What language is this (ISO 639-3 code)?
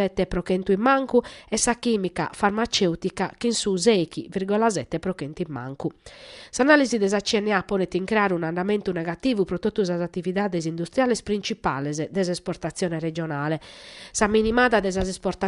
srd